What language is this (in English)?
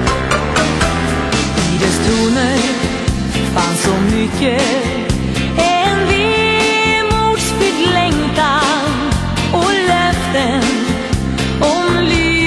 Swedish